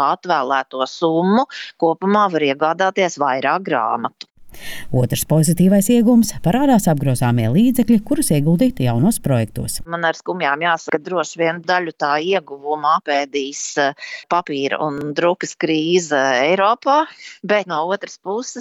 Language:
Latvian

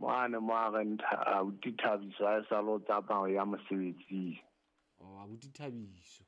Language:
Southern Sotho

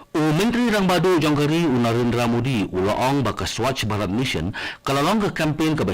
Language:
Khasi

